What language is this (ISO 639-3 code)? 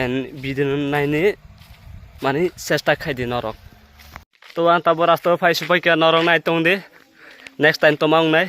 trp